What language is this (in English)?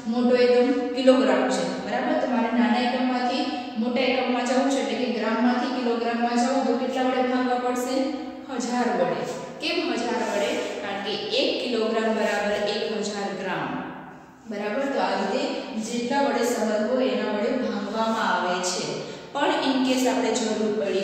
Gujarati